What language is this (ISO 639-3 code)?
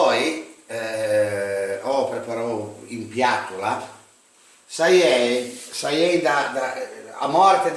lij